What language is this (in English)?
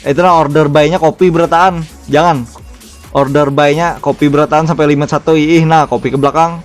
Banjar